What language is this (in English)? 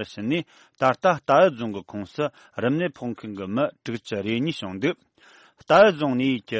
Tibetan